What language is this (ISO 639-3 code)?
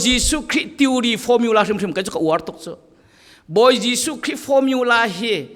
cfm